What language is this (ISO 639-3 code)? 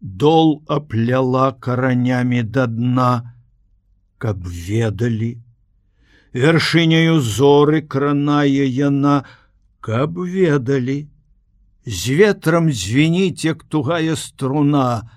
bel